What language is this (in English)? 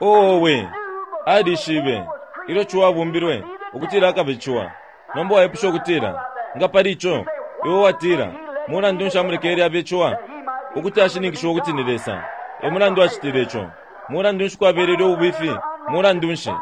Bemba